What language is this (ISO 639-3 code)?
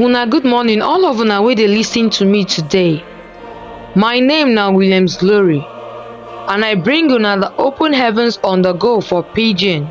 pcm